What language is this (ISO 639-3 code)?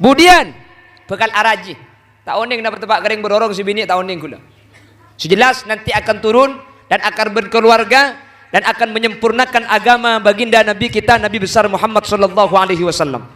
mad